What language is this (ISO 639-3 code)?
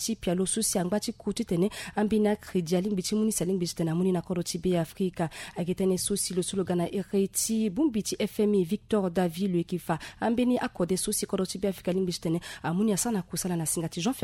sag